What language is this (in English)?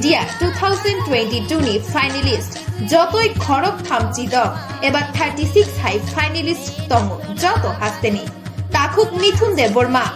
Kok Borok